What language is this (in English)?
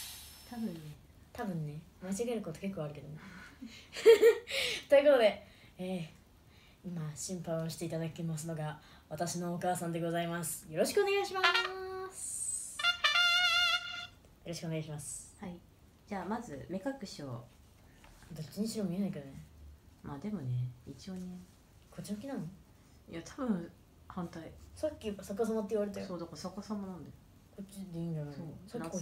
Japanese